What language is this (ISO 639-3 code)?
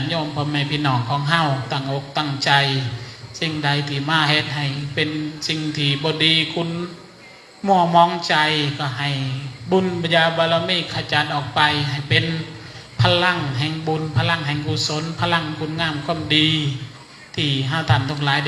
tts